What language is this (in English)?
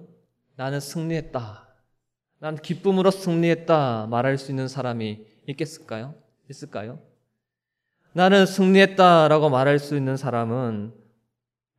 Korean